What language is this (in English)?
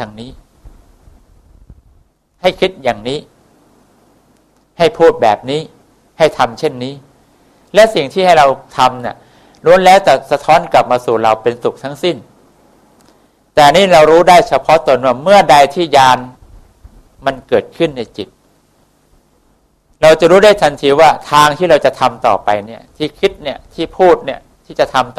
Thai